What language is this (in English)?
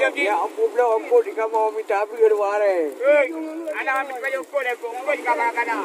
Achinese